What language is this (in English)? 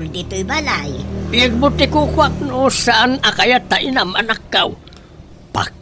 Iloko